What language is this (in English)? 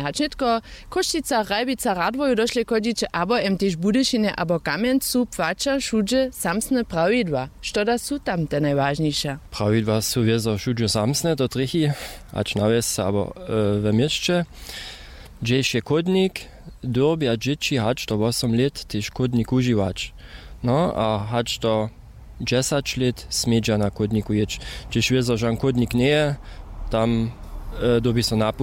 Upper Sorbian